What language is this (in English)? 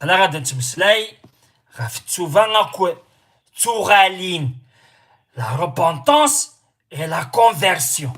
Kabyle